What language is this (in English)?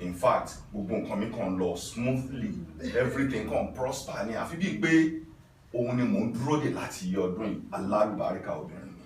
Yoruba